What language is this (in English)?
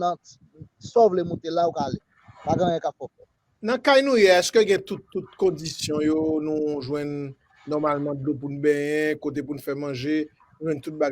Haitian Creole